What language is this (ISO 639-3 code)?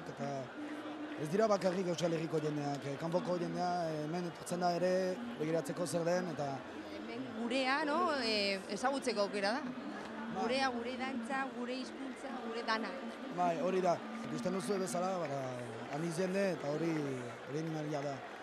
eus